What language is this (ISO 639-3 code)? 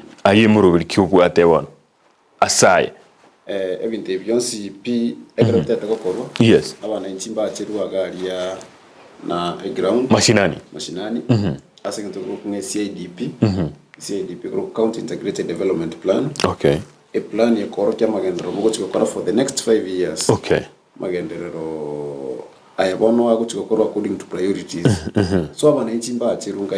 guz